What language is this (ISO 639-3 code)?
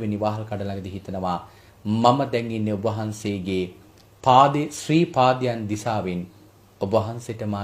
sin